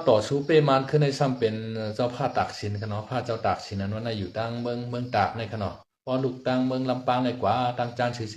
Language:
Shan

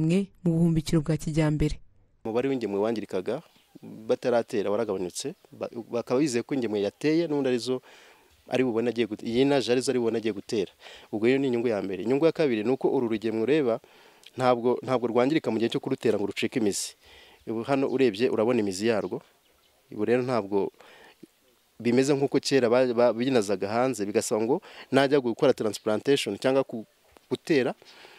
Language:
Kinyarwanda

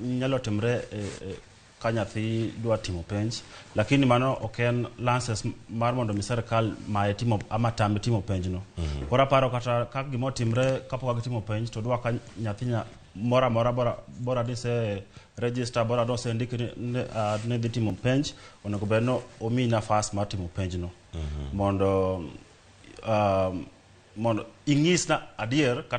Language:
Luo (Kenya and Tanzania)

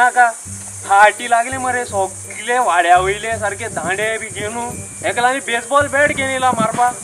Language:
Konkani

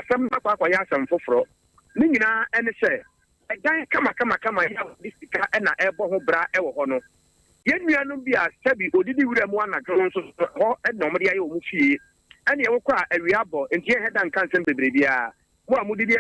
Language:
Akan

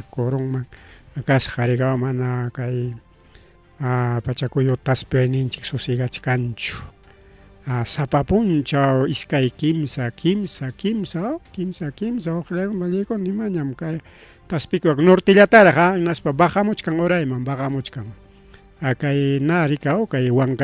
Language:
Ayacucho Quechua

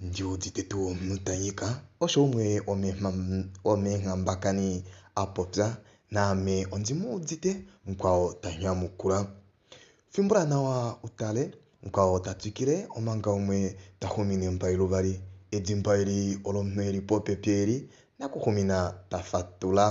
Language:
Kuanyama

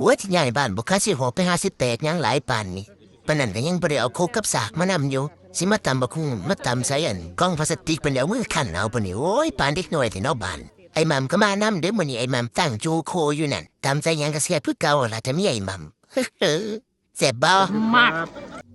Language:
Northeastern Thai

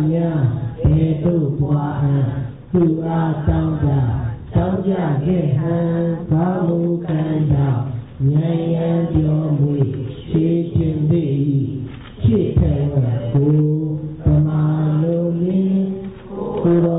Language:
Burmese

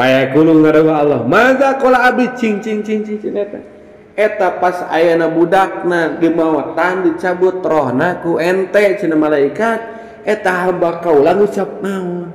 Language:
Sundanese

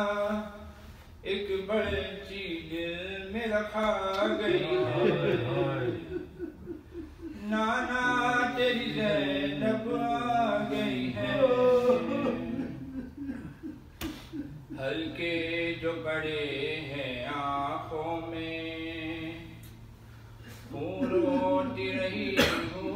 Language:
Urdu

